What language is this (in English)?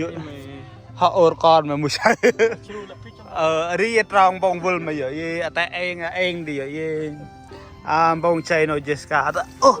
Central Mnong